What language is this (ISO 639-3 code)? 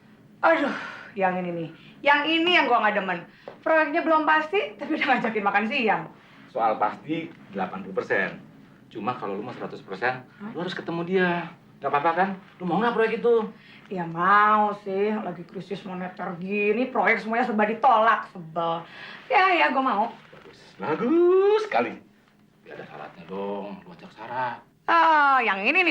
bew